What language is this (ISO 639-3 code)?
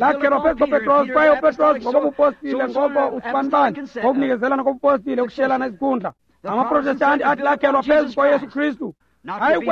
xho